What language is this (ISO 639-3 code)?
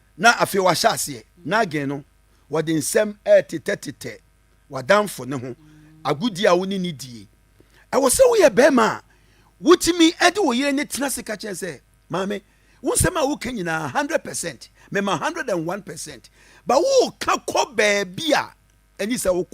aka